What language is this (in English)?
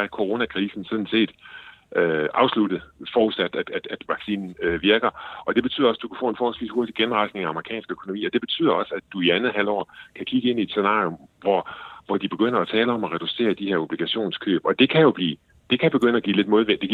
Danish